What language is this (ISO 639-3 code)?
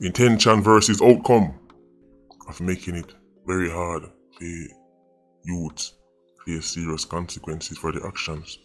jam